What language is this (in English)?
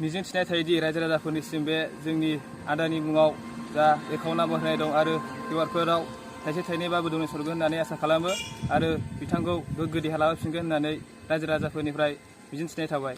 Bodo